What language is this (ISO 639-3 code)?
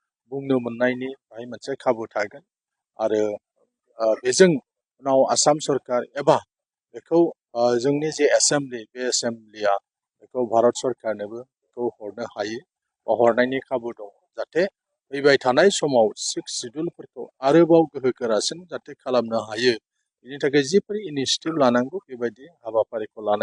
brx